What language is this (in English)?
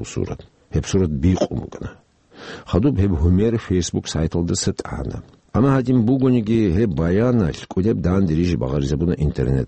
Avaric